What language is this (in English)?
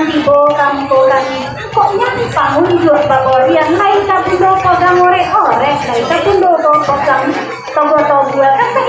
Minangkabau